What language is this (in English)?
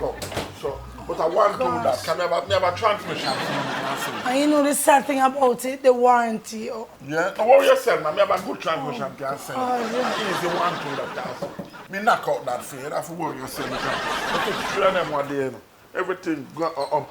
Jamaican Creole English